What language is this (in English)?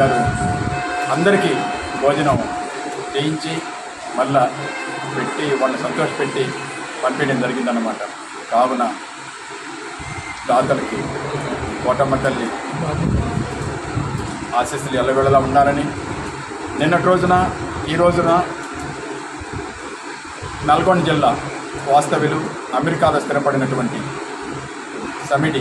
Telugu